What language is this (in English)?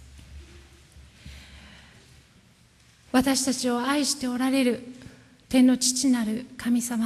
Japanese